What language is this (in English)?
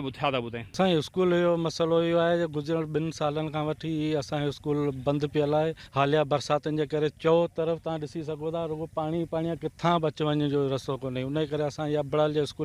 Sindhi